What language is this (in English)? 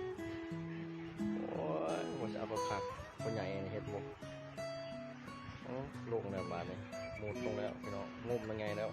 Lao